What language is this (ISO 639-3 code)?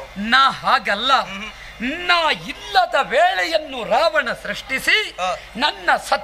kan